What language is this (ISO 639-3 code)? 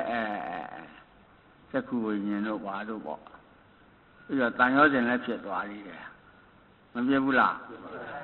mya